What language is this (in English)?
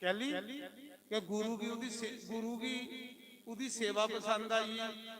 Dogri